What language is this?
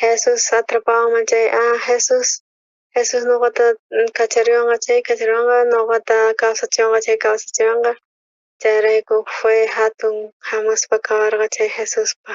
South Bolivian Quechua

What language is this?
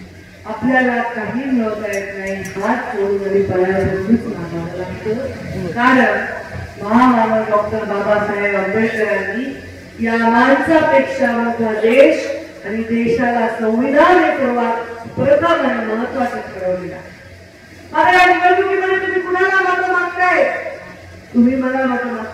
Marathi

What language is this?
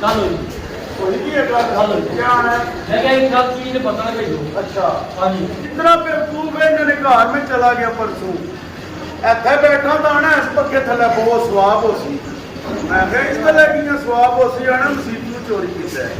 Pahari-Potwari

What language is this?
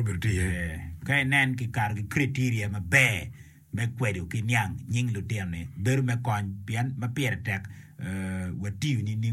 Acoli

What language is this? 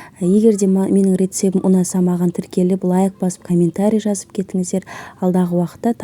Kazakh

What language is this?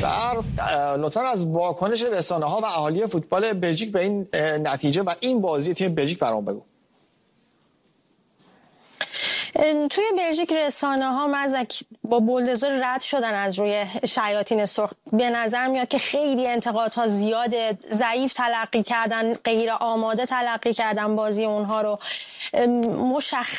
Persian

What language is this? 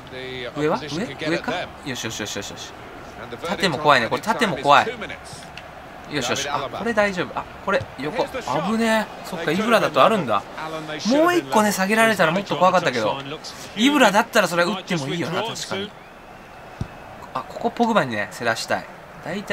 Japanese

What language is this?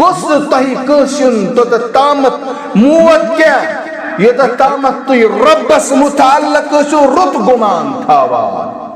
Kashmiri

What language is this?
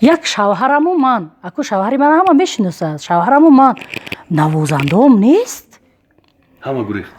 Tajik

